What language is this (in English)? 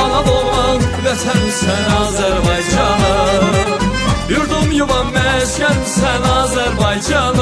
South Azerbaijani